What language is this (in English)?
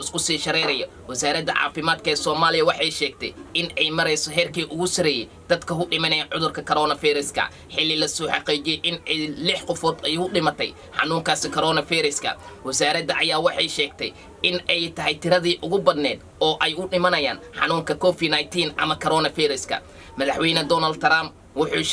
Somali